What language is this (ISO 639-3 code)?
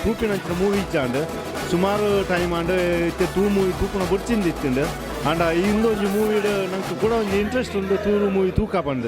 tcy